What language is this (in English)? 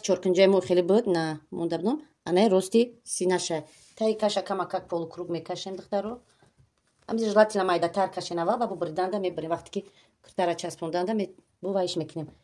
Tajik